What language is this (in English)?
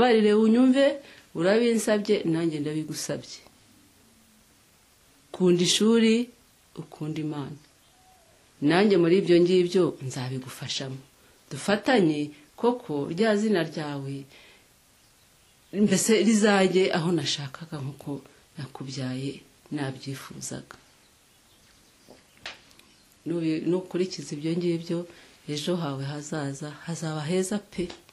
Kinyarwanda